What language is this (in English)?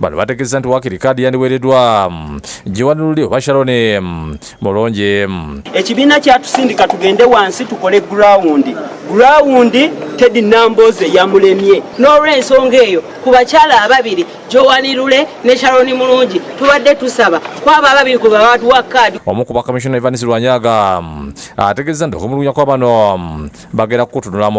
Ganda